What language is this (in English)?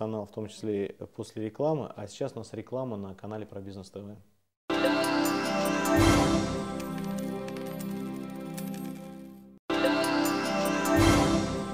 Russian